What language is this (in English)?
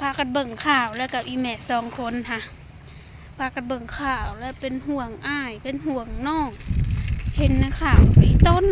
Lao